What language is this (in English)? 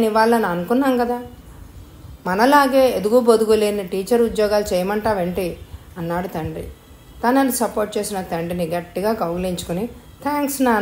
Telugu